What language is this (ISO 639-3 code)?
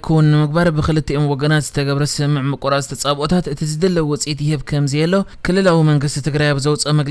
tir